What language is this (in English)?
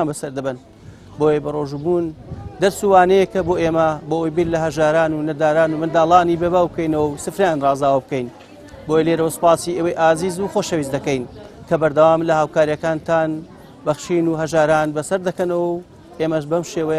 Central Kurdish